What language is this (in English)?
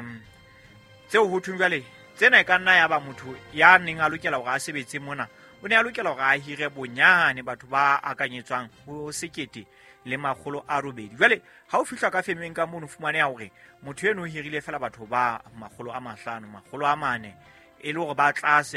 Southern Sotho